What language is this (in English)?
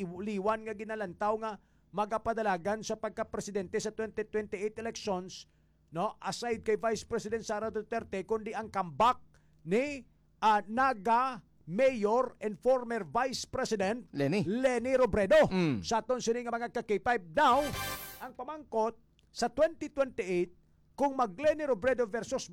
Hiligaynon